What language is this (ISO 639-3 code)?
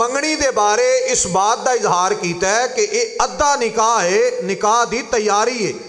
lah